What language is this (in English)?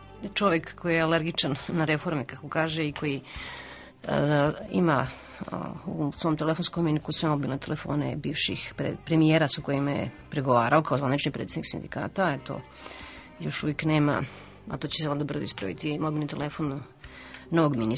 Serbian